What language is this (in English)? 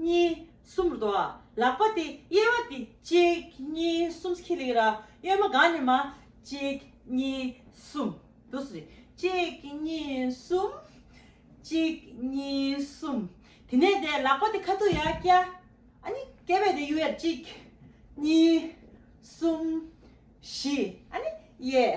Tibetan